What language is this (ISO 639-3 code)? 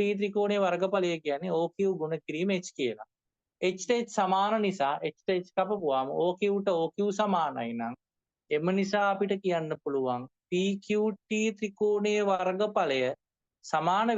sin